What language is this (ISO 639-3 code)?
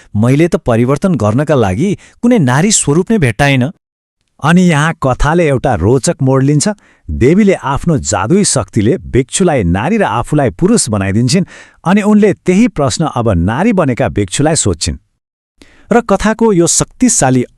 nep